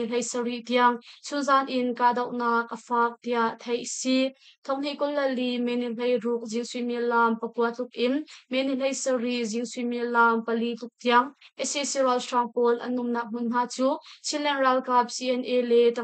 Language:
Hakha Chin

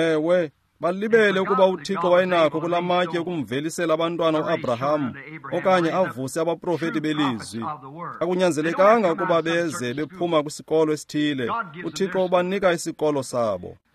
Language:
Xhosa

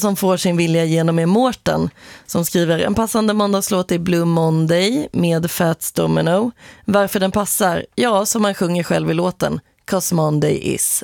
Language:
Swedish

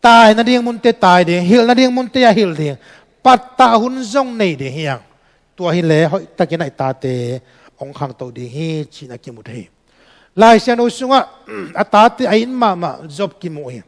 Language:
Tedim Chin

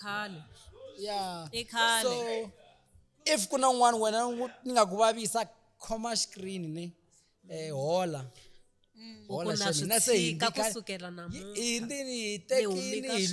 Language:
Tsonga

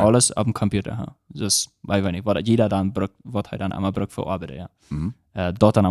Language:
Plautdietsch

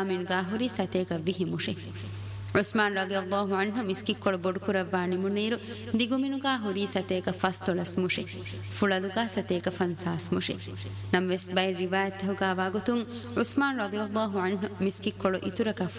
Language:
Divehi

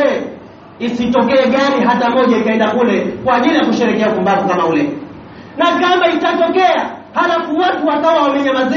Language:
Swahili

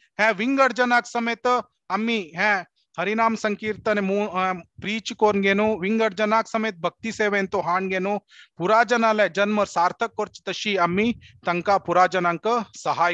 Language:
Konkani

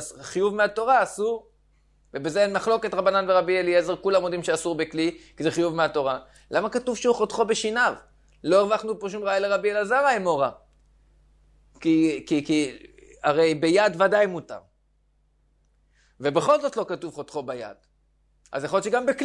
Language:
Hebrew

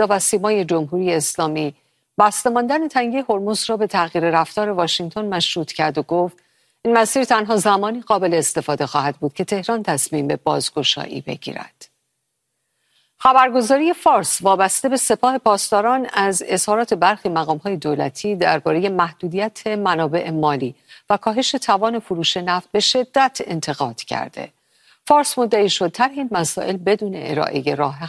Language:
Persian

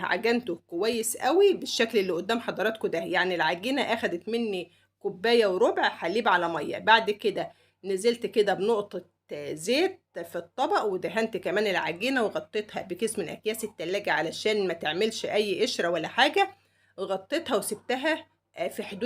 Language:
Egyptian Arabic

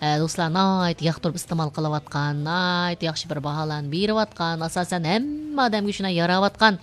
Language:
Uyghur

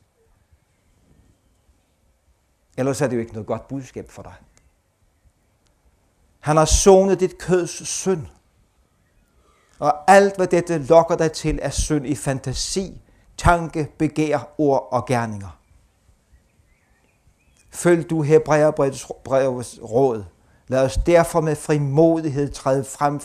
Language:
Danish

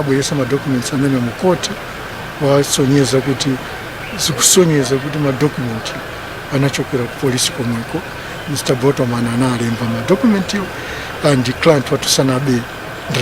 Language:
Nyanja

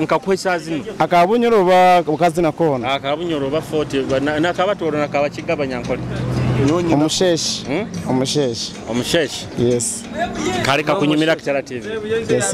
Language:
Nyoro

